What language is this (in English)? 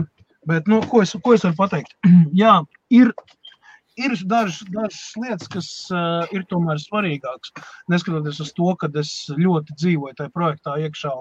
Latvian